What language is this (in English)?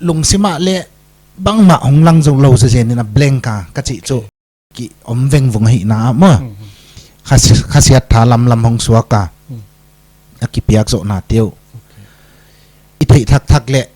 Paite Chin